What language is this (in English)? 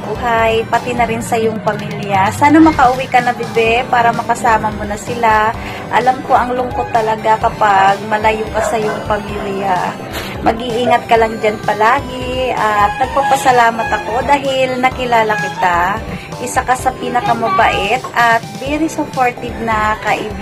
Filipino